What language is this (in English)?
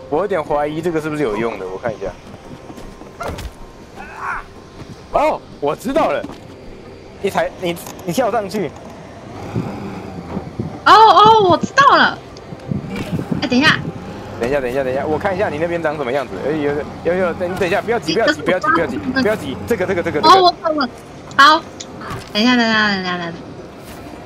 Chinese